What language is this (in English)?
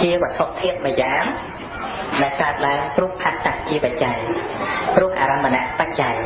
Khmer